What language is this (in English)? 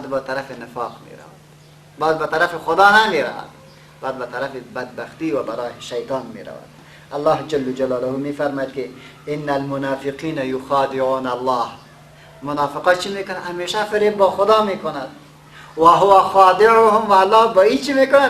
Persian